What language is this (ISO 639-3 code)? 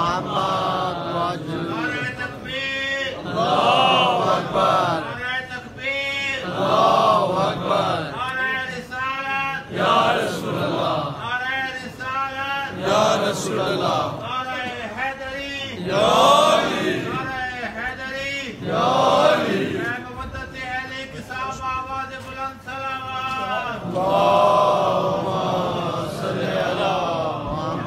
urd